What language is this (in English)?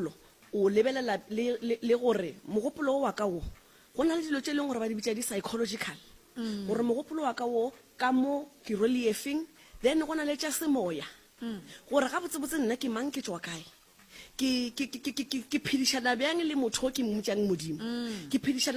Northern Sotho